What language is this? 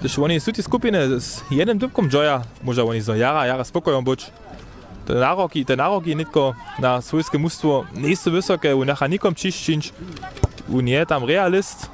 Upper Sorbian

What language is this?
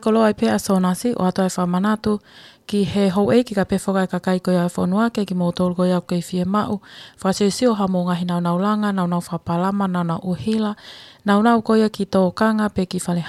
Tongan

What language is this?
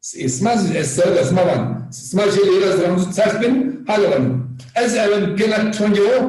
Zaza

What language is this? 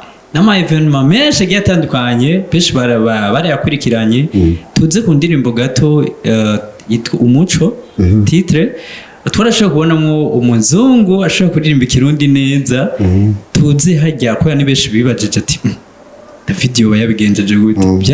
Rundi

